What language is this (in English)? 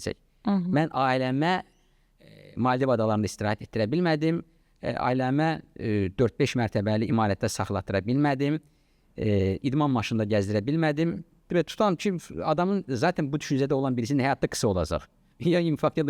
Azerbaijani